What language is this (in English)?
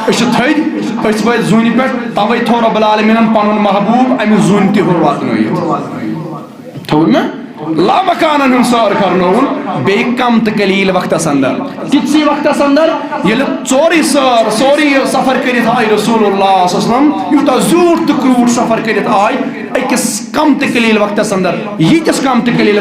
Kashmiri